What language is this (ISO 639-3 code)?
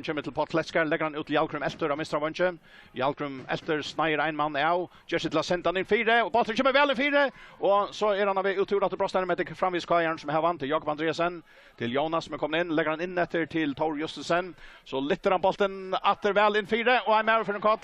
fao